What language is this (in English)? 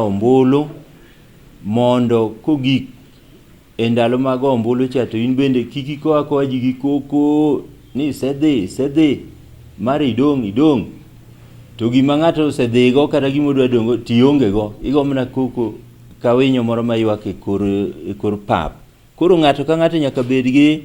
Luo (Kenya and Tanzania)